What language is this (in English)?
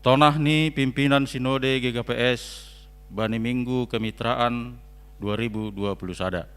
Batak Simalungun